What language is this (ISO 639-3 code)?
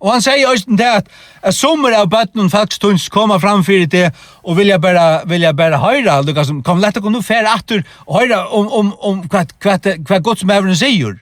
fao